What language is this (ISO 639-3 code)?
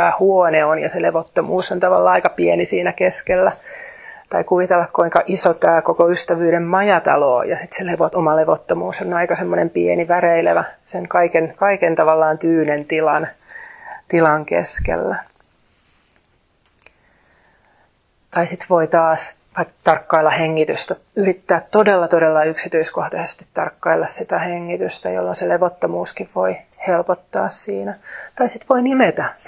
fin